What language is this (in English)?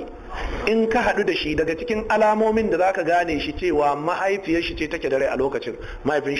Hausa